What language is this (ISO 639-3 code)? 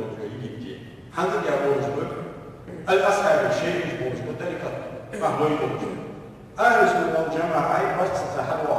inh